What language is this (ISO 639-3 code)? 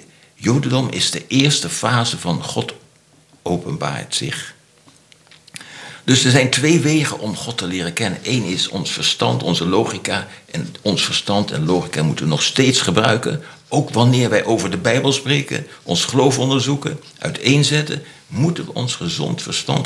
nld